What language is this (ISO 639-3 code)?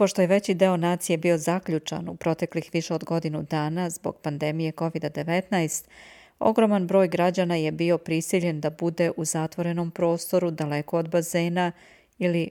srp